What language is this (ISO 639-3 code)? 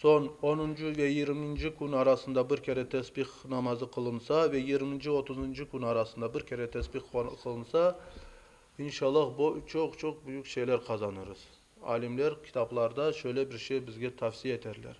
crh